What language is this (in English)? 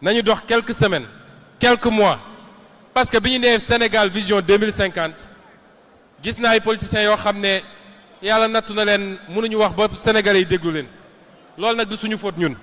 Wolof